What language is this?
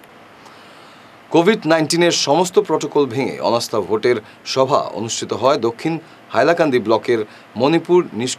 Bangla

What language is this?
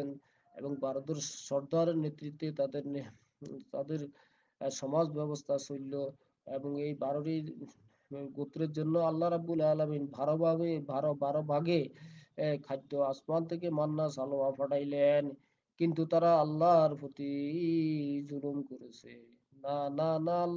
Bangla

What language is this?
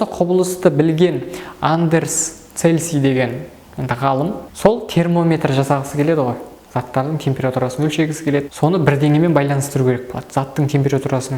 Kazakh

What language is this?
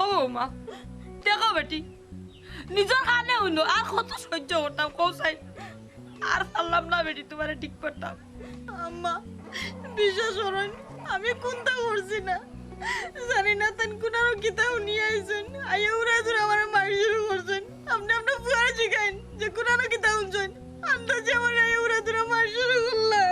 Sylheti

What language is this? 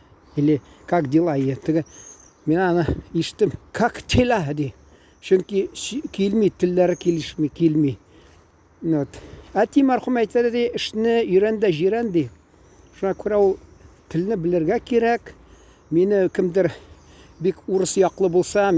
Tatar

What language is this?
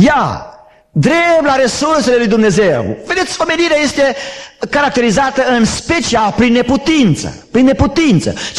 Romanian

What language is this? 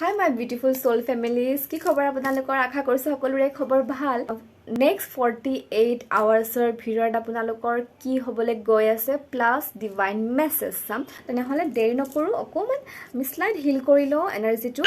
Assamese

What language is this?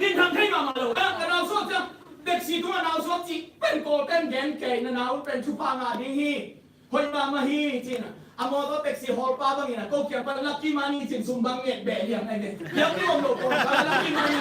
Tedim Chin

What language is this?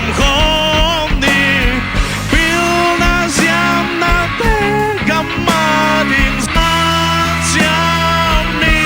Tedim Chin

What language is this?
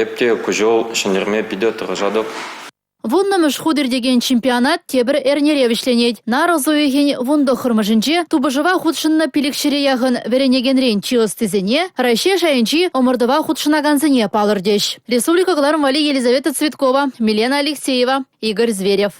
Chuvash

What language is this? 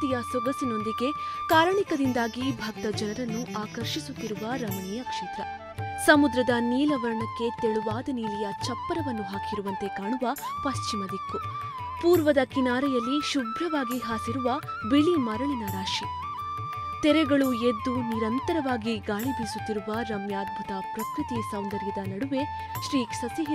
Kannada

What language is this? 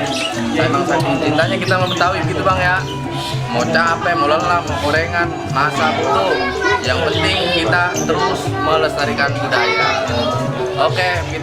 Betawi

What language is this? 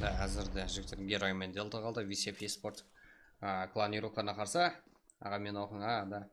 Kara-Kalpak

